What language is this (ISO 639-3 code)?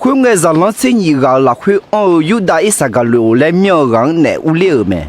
ahk